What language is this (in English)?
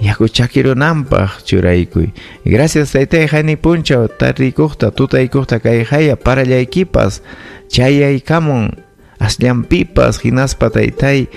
Ayacucho Quechua